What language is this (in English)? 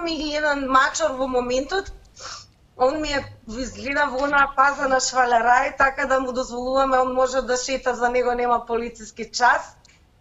Macedonian